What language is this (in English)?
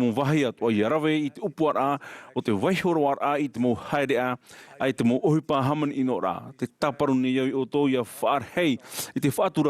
Tahitian